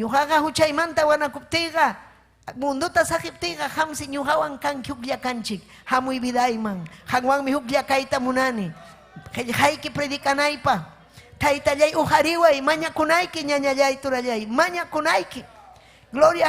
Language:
Ayacucho Quechua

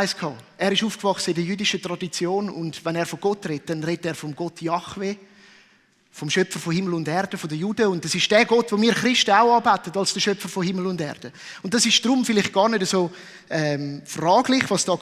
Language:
Swiss German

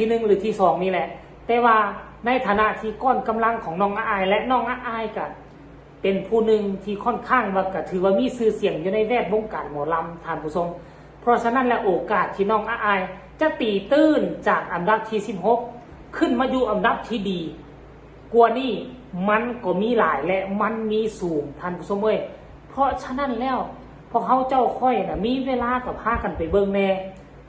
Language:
Northeastern Thai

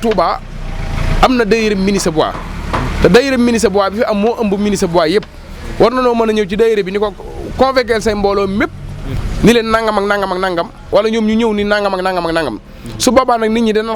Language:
Wolof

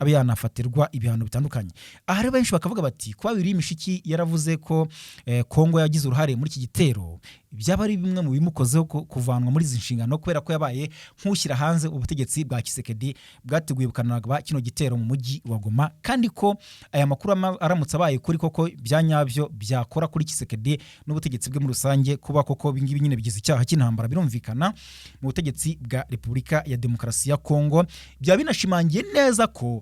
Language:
Kinyarwanda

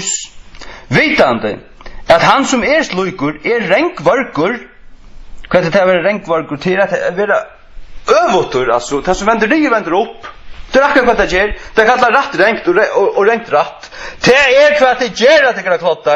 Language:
Faroese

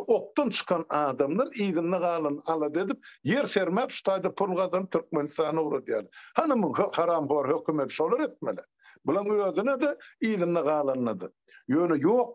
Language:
Turkmen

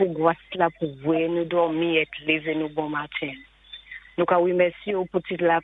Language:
Saint Lucian Creole French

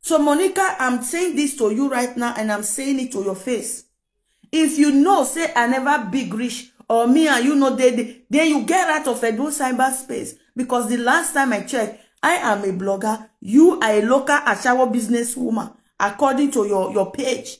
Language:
Nigerian Pidgin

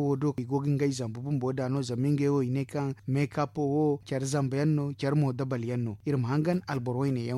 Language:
Zarma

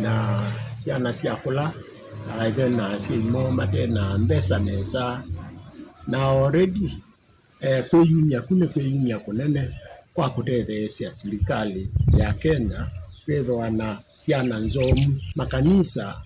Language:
Kamba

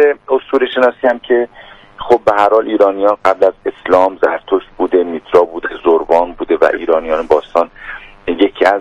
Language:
Persian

